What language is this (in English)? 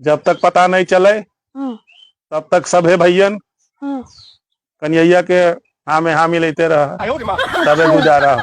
Magahi